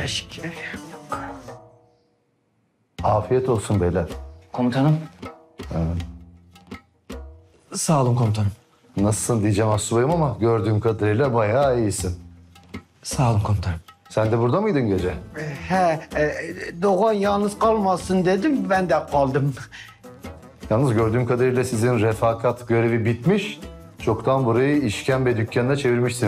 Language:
Turkish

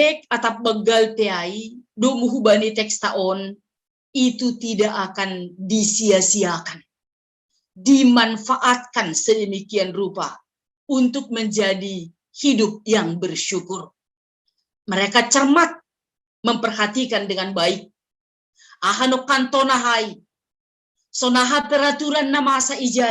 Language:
Batak Simalungun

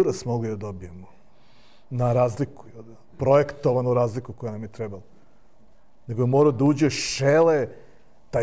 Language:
Serbian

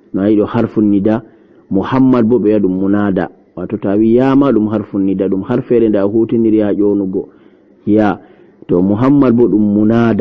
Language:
Fula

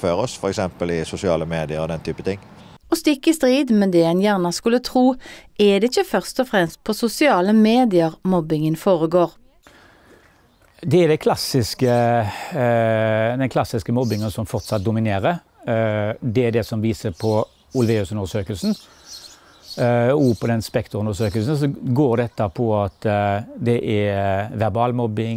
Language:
Norwegian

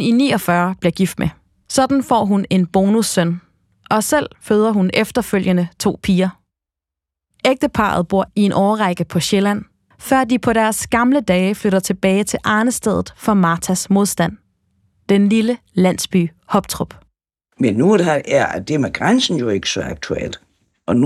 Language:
Danish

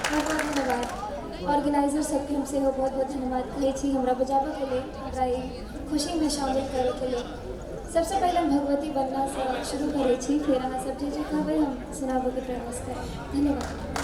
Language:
Maithili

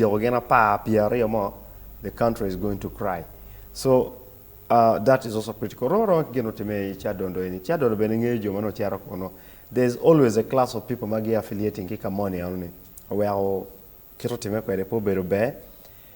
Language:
Acoli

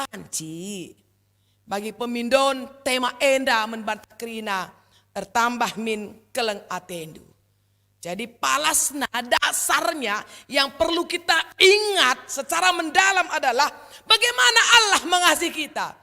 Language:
Batak Karo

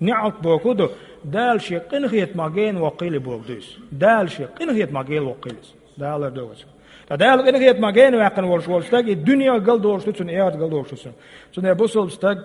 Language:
Chechen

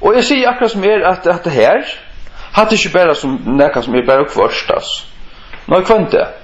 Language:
Faroese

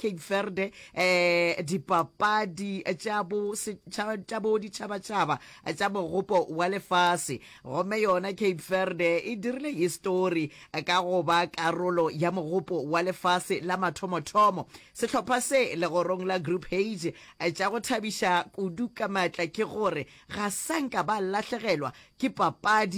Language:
Northern Sotho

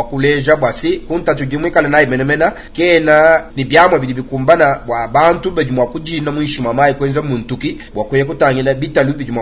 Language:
Luba-Lulua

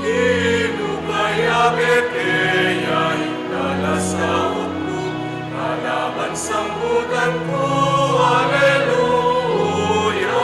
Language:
Pampanga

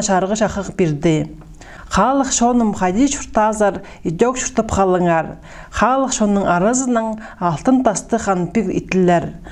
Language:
Khakas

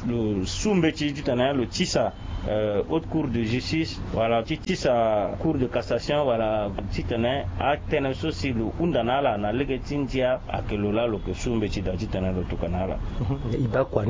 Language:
Sango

